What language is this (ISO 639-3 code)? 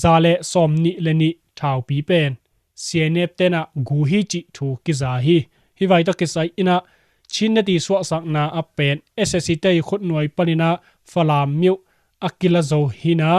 ctd